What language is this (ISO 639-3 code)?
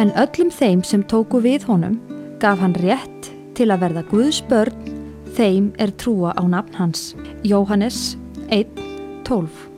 isl